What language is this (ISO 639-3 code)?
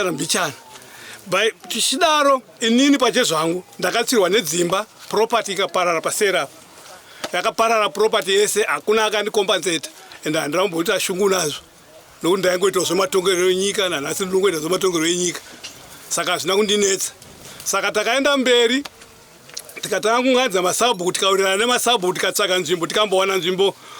sna